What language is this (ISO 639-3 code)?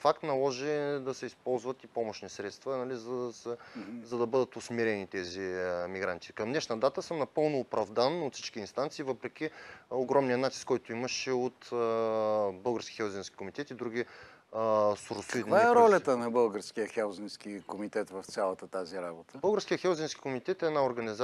bul